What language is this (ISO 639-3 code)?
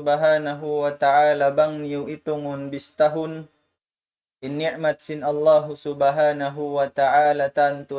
tsg